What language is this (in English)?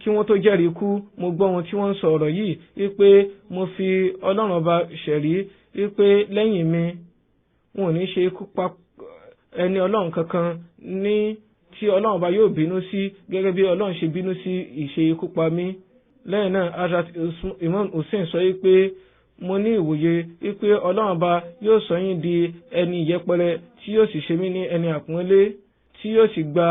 Yoruba